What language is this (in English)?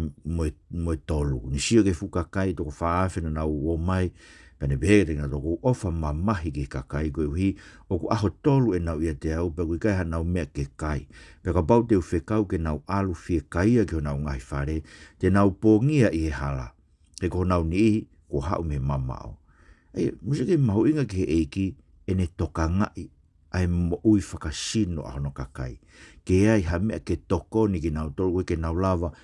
Tongan